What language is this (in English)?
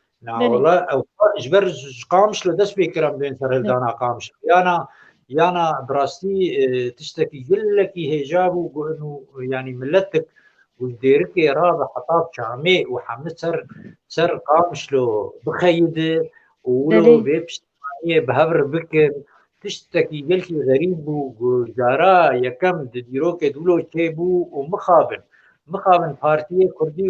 Kurdish